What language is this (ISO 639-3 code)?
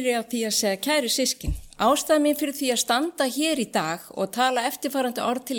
isl